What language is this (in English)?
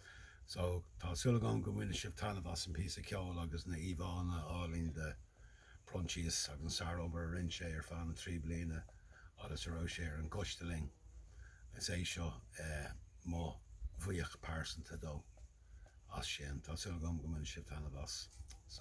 Irish